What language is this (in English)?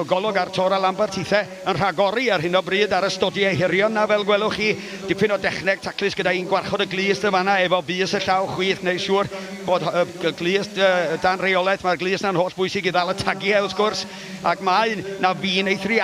Welsh